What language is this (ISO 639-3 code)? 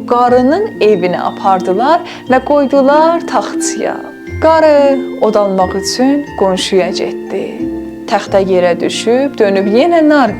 azb